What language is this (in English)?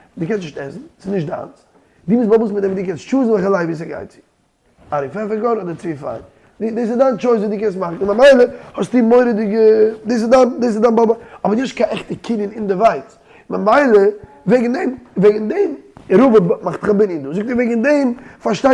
Yiddish